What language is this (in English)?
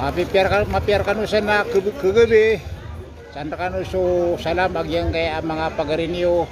Maranao